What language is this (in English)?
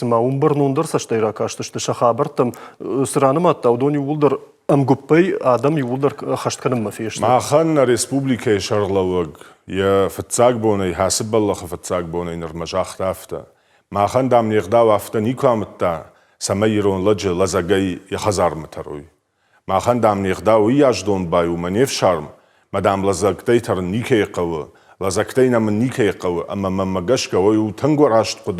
Ossetic